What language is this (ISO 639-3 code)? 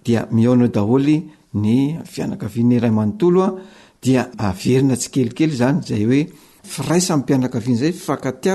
mlg